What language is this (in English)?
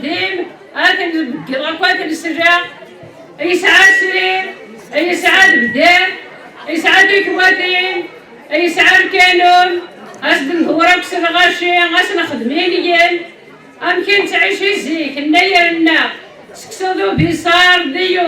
Kabyle